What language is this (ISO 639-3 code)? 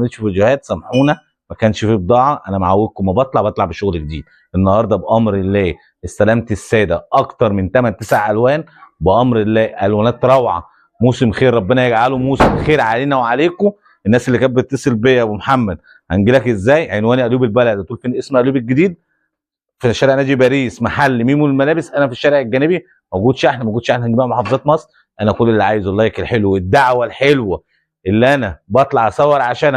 arz